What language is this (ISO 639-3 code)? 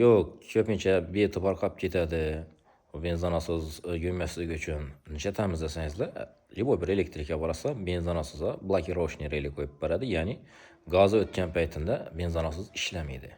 uzb